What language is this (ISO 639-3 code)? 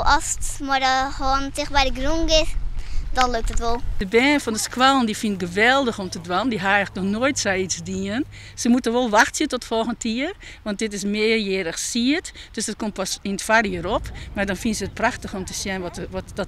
fry